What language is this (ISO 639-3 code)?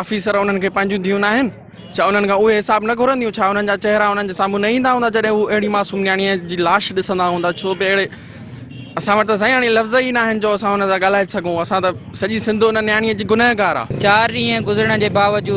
snd